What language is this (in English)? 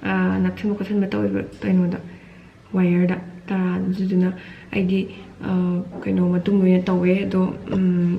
Manipuri